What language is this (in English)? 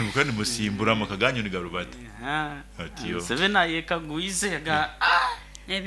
Nyoro